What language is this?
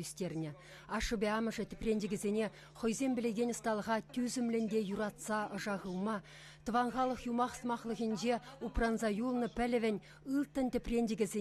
Chuvash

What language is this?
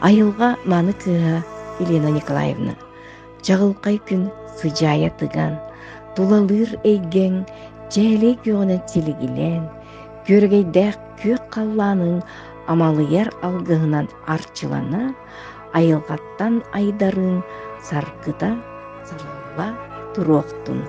Yakut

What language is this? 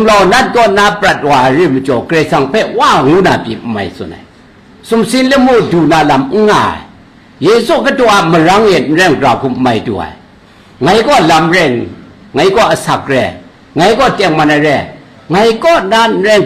Kachin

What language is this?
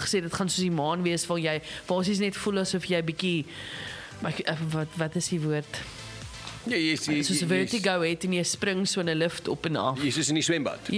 Afrikaans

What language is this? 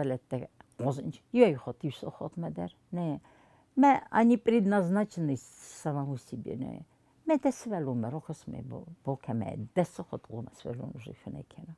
Ossetic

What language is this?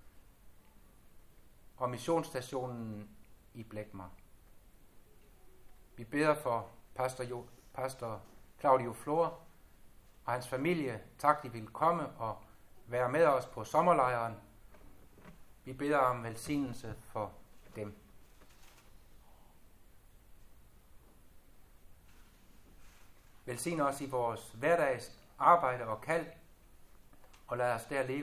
Danish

